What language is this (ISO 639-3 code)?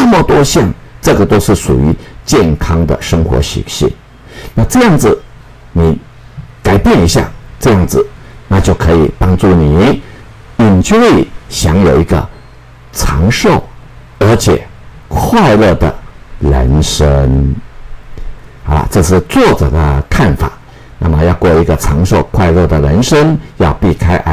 zho